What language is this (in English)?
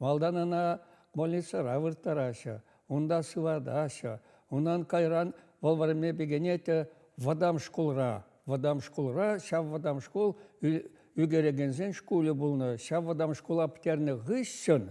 Chuvash